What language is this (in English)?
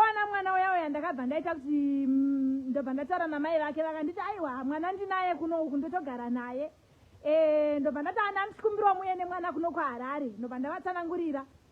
Shona